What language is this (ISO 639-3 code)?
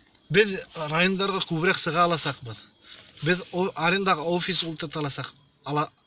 bak